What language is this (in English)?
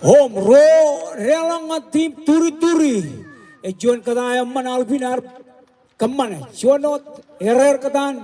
Marshallese